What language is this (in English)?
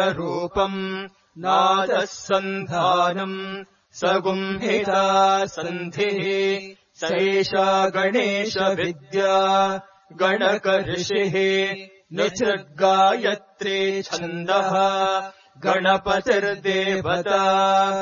Sanskrit